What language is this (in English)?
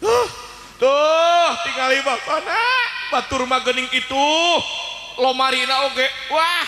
Sundanese